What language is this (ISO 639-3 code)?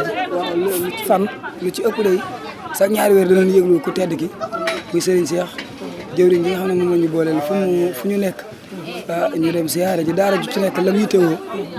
wol